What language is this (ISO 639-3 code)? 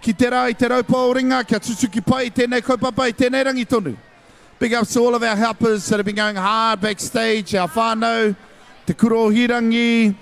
mri